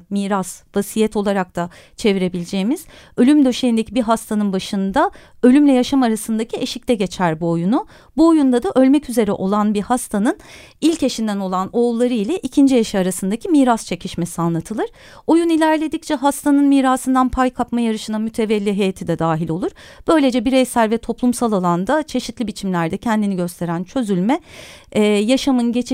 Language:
Turkish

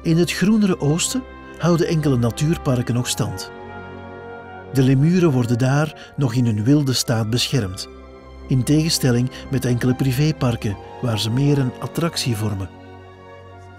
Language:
Dutch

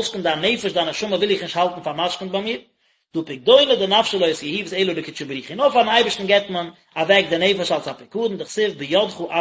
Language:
Yiddish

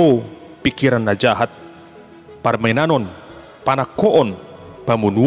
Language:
Batak Toba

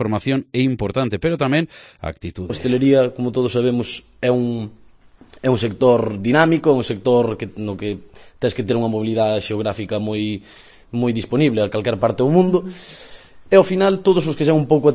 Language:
Galician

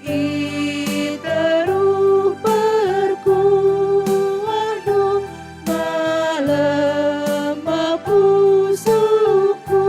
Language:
Batak Karo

